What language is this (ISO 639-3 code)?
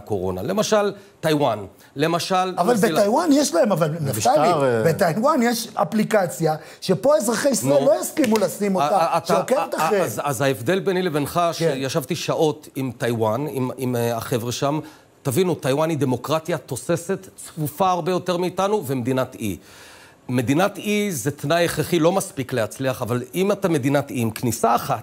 heb